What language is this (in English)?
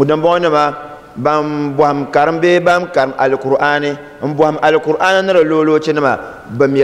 Dagbani